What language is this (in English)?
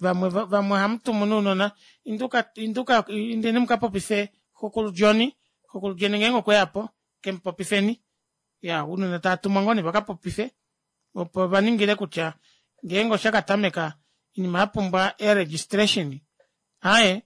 Kuanyama